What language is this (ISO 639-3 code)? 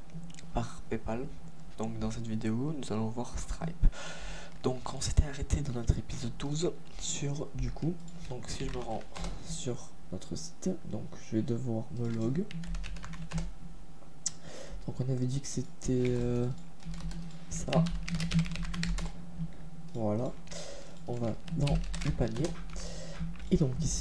fra